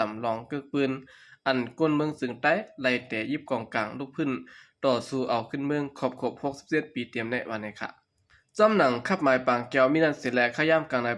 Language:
Shan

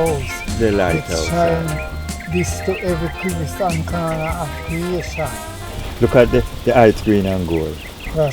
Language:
Jamaican Creole English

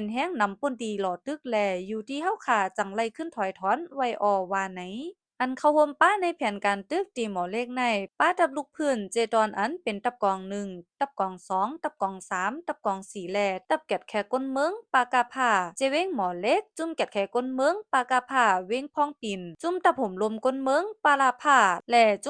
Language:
Shan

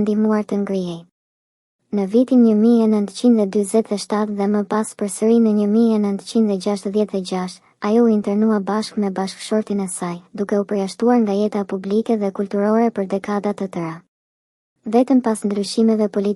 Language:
Albanian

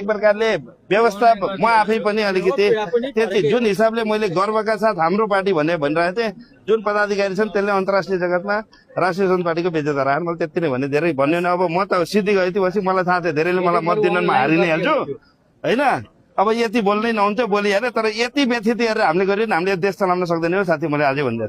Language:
Nepali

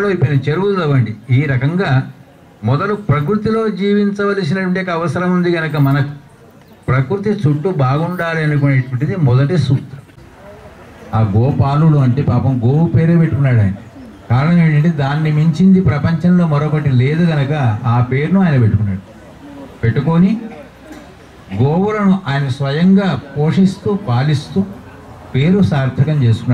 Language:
Telugu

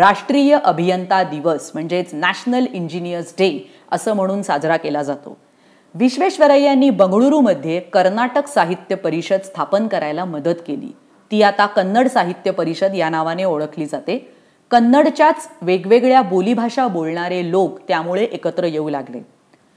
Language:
Marathi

